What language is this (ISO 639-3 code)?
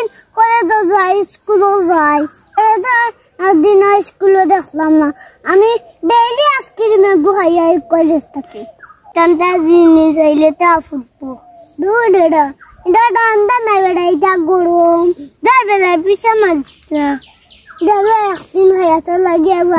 syl